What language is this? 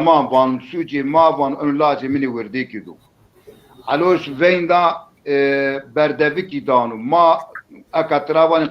Zaza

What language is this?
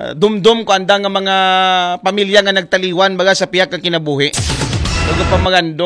Aklanon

